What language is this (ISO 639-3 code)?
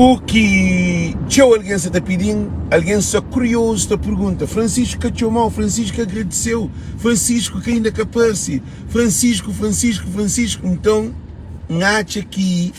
kea